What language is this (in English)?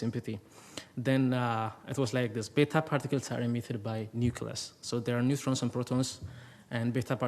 English